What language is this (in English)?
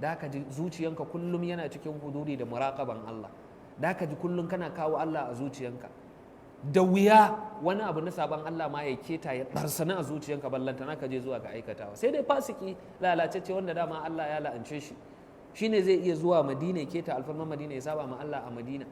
Hausa